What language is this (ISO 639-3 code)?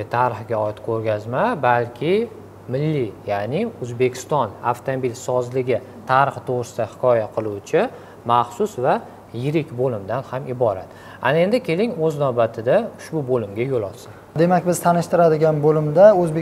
uzb